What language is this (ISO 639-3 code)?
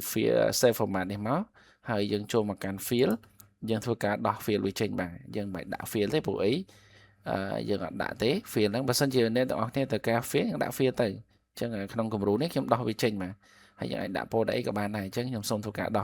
khm